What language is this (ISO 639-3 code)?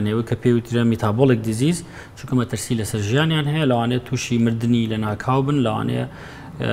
ckb